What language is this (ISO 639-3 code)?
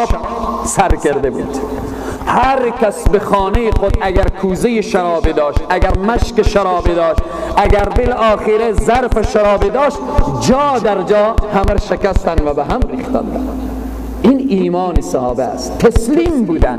fas